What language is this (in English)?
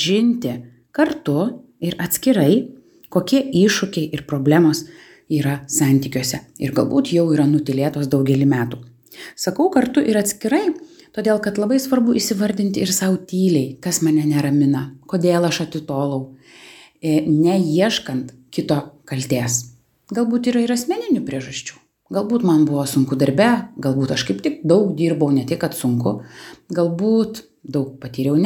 Lithuanian